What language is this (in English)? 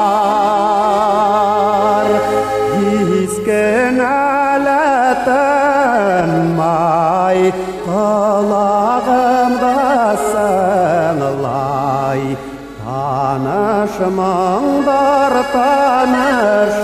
Bashkir